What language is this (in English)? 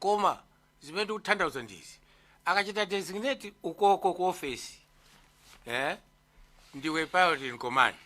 Nyanja